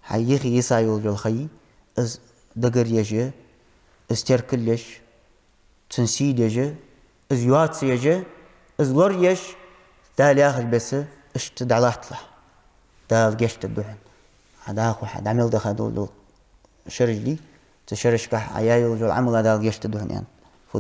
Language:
Ingush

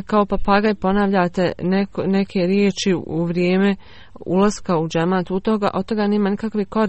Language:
Bosnian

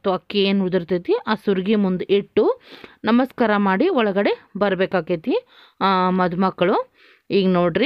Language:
Kannada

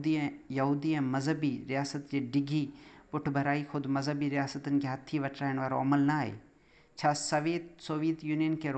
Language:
Sindhi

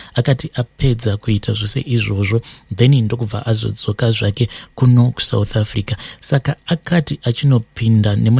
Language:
Shona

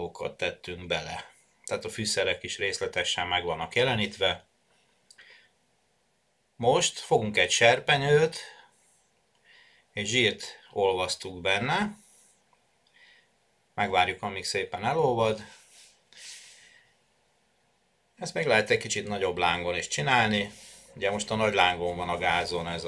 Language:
Hungarian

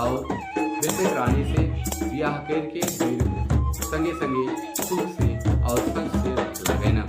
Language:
Sadri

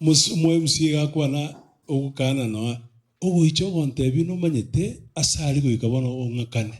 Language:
Gusii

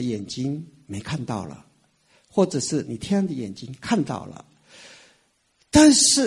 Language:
Chinese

